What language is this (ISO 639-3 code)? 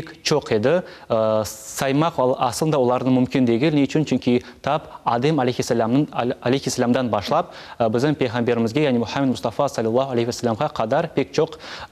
crh